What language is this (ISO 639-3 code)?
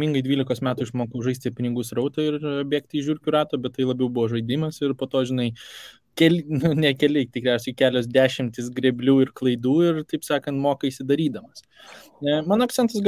lit